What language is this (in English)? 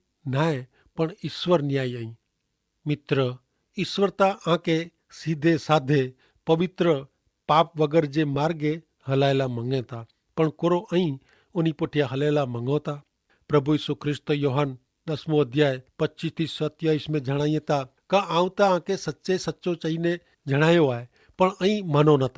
Kachhi